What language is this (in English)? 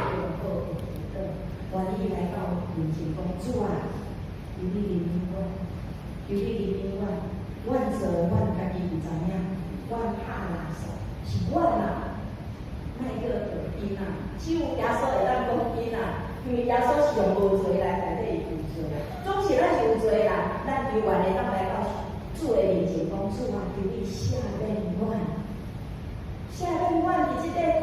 Min Nan Chinese